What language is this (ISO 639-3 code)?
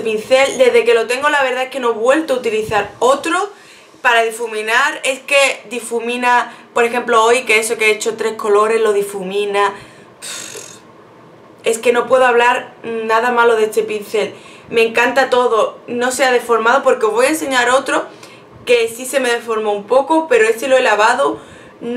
spa